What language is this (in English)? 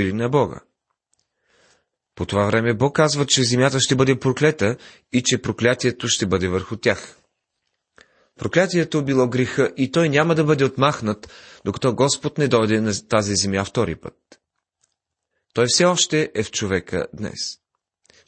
Bulgarian